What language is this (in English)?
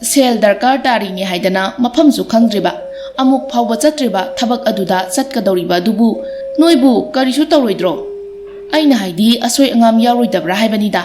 Manipuri